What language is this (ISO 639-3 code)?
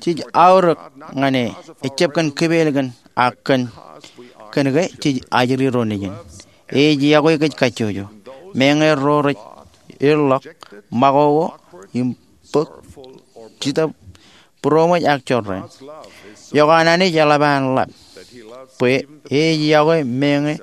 mah